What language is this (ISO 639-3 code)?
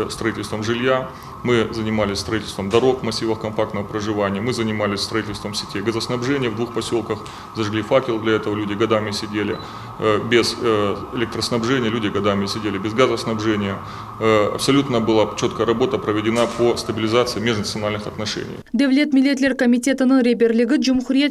crh